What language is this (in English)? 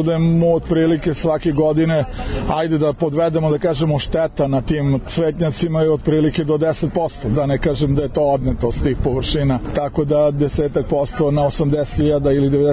Serbian